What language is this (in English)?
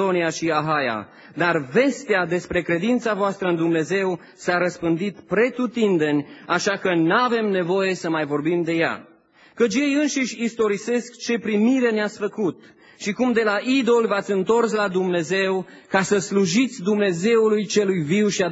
Romanian